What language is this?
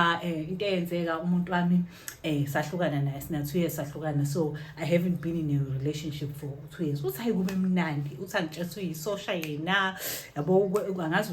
Zulu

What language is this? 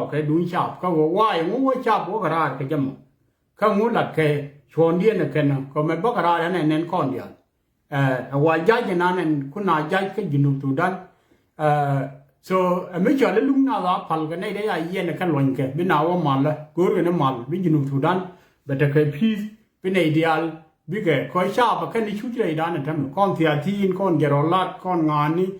Nuer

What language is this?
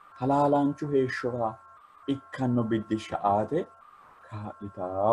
Sidamo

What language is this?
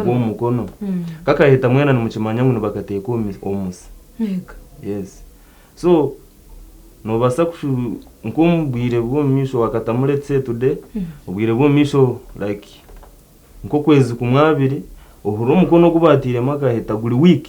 Nyankole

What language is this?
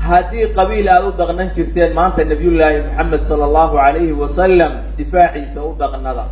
Somali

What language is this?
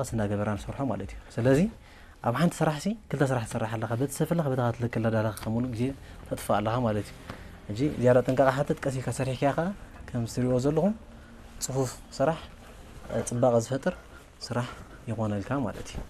Tigrinya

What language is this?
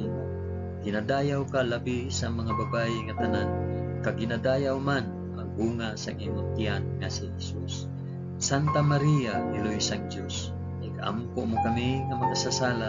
Hiligaynon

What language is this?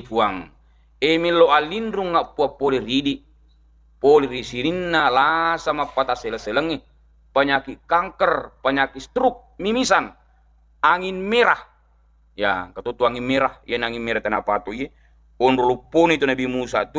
Buginese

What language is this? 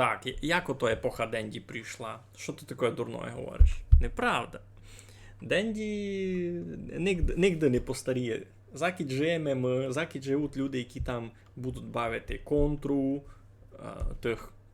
Rusyn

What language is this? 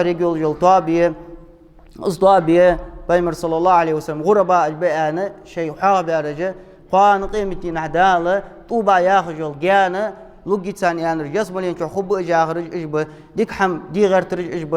Ingush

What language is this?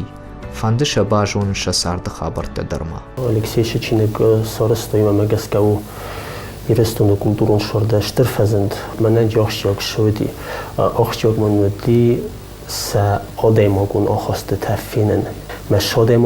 Ossetic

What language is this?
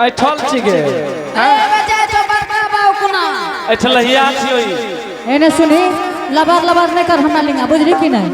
Angika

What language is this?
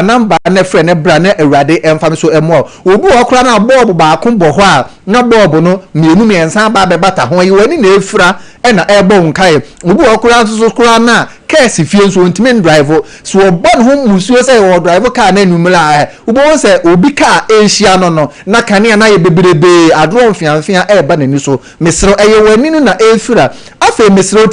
Akan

